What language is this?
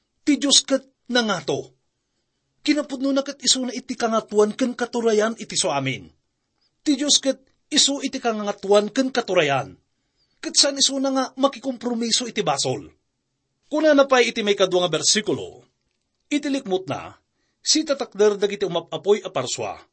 Iloko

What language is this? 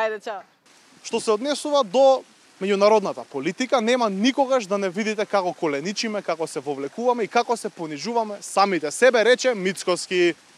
Macedonian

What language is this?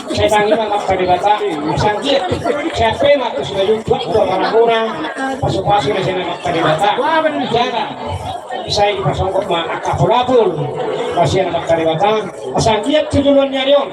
Batak Toba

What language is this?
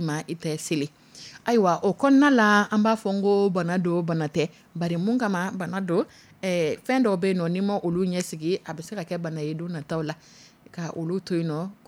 Dyula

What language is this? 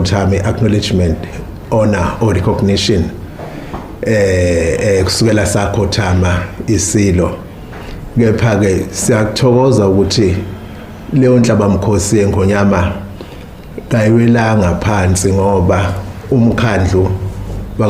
Zulu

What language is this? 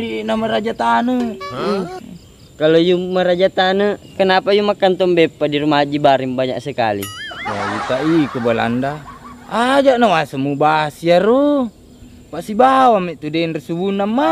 Buginese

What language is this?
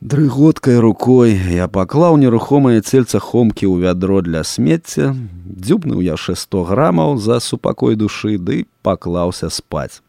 Belarusian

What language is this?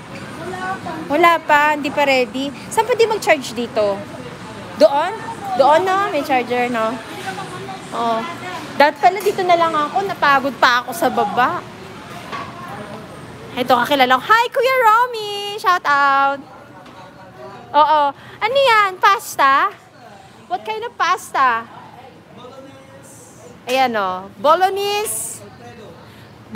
Filipino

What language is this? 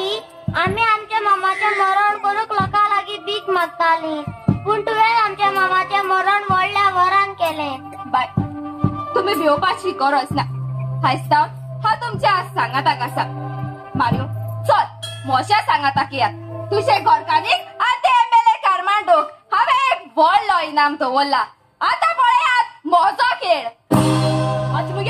Konkani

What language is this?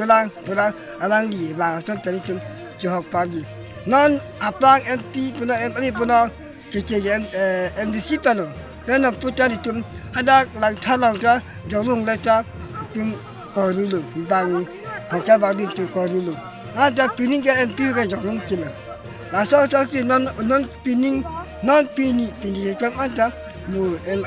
Karbi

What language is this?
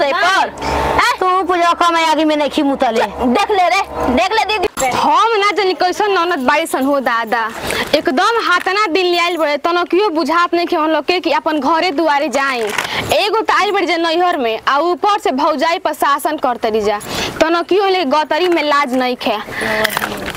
Bhojpuri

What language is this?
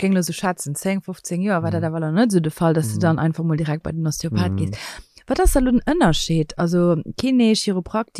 Luxembourgish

